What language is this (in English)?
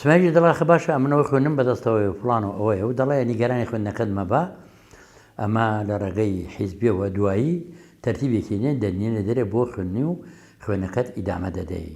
Central Kurdish